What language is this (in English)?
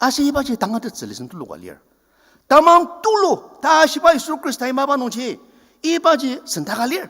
Ao Naga